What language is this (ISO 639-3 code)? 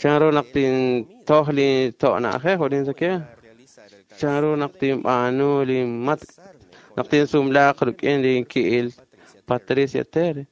kek